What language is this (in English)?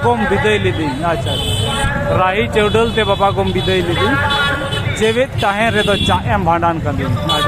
Santali